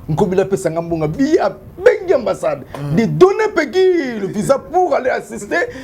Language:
Lingala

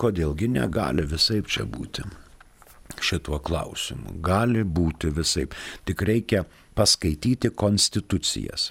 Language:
Lithuanian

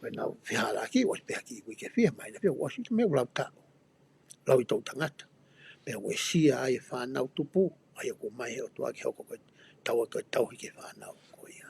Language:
Tongan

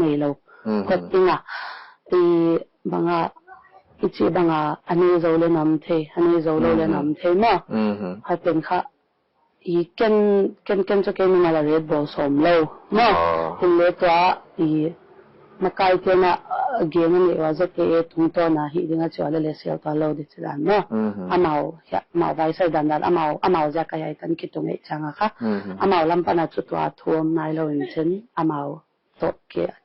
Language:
Paite Chin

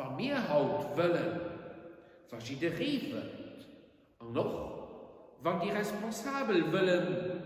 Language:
Luxembourgish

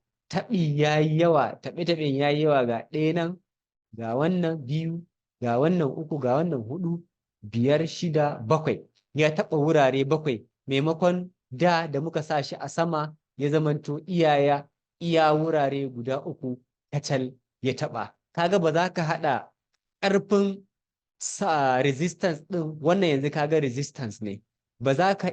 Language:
Hausa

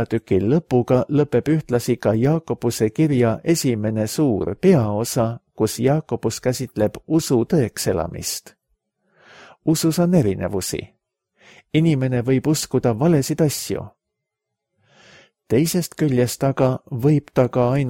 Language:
Estonian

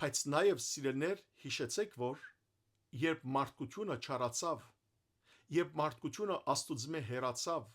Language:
Western Armenian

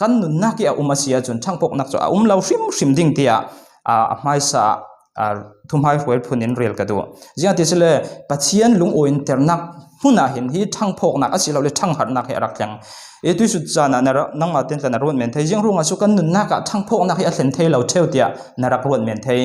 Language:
Falam Chin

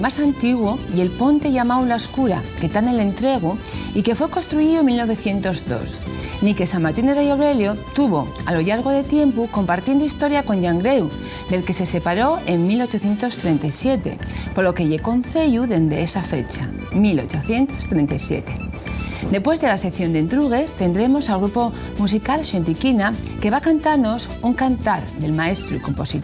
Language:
Asturian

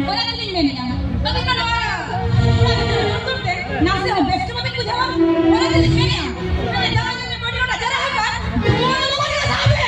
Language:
Santali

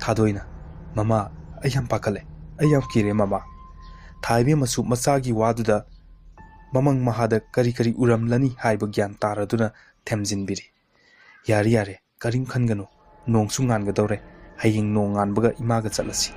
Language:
Manipuri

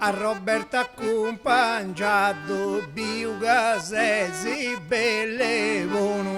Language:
Sardinian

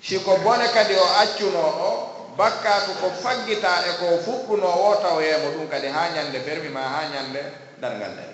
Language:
Fula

